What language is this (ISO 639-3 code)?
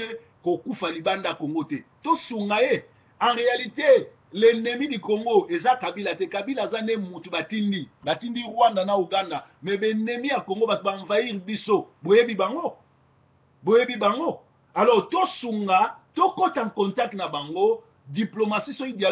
lin